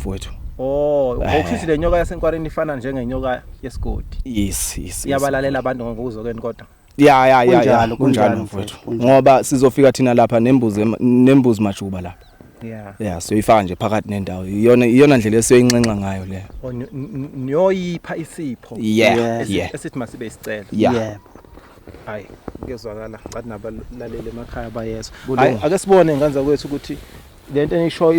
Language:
Zulu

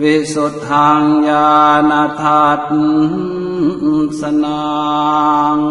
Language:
Pali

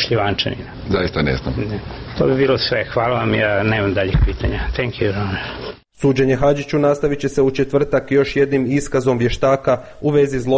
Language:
Croatian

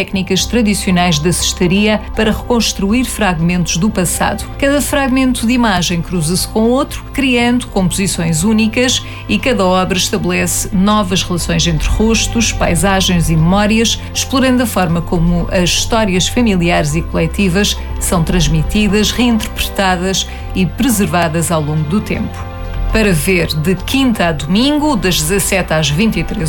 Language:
Portuguese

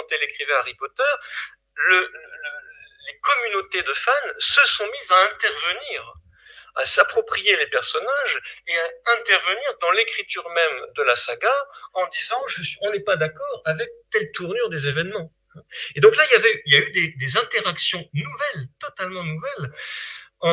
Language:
French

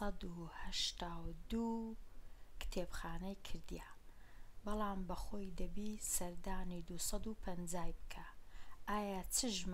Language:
Central Kurdish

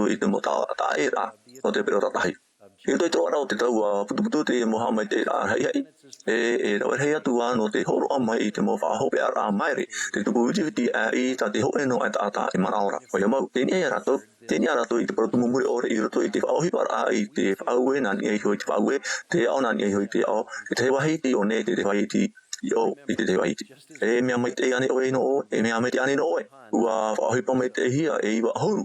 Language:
Tahitian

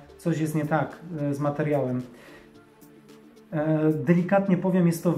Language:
Polish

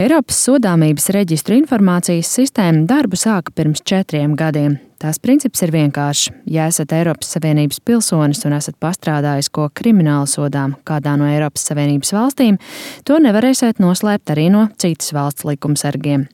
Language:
Latvian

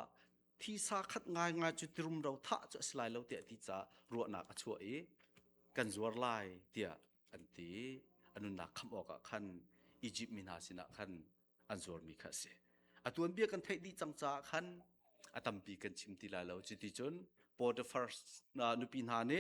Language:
Hakha Chin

